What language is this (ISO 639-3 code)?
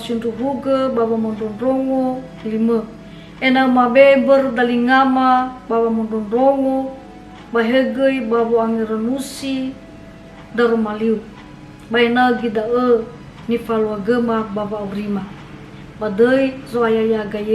nia